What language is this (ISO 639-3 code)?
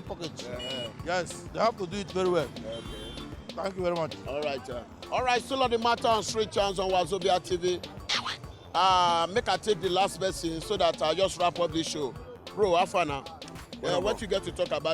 pcm